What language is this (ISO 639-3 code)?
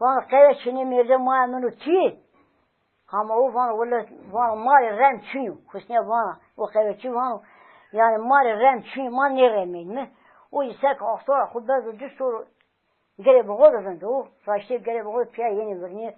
zza